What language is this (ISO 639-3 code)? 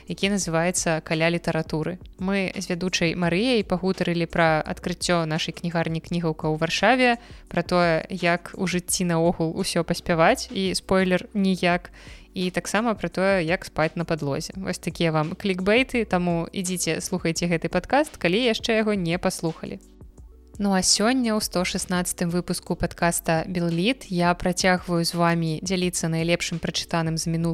bel